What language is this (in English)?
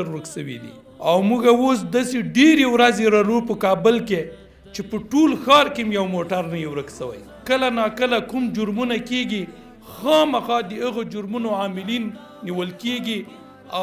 Pashto